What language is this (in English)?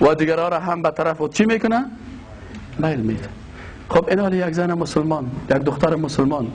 Persian